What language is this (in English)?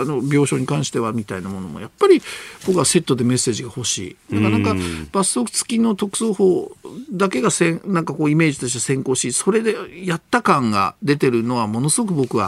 Japanese